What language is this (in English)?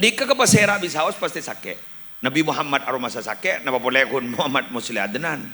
Madurese